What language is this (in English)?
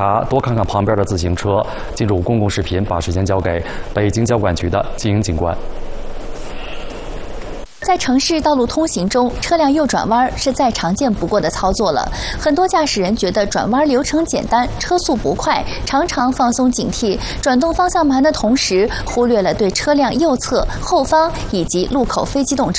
Chinese